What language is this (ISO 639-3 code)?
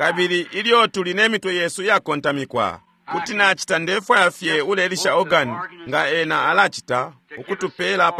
bem